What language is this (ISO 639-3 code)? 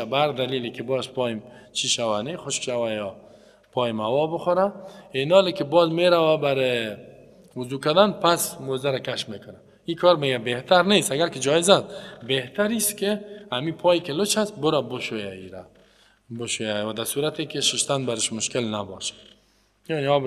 fas